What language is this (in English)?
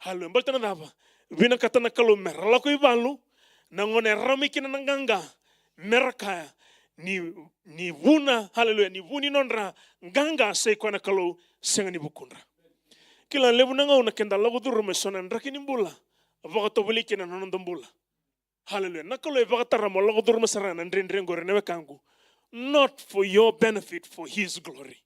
Fijian